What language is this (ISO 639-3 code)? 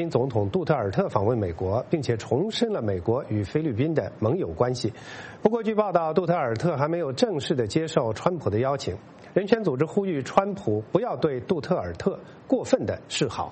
zho